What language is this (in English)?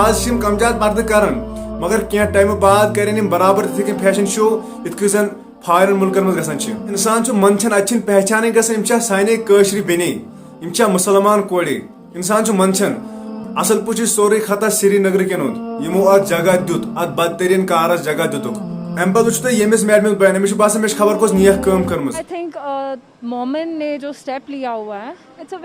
Kashmiri